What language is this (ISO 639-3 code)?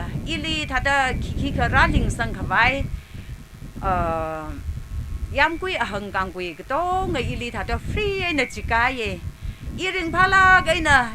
nmf